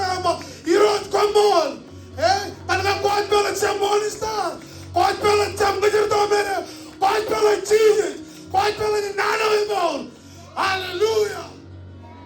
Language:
Marshallese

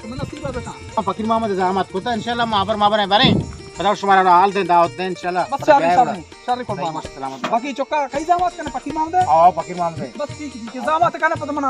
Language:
Baluchi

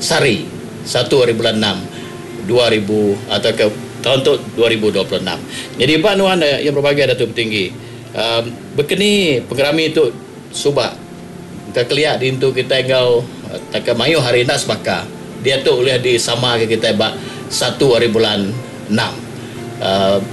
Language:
Iban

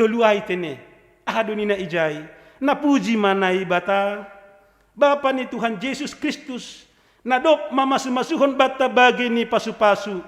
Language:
Batak Simalungun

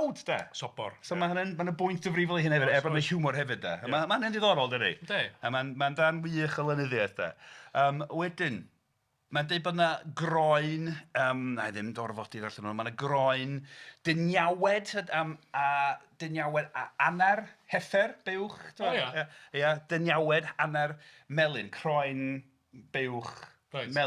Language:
Welsh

